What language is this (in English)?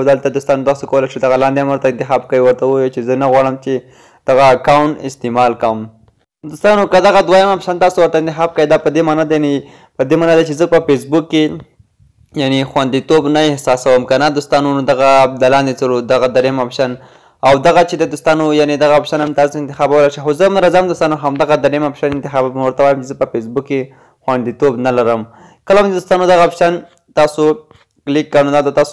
Pashto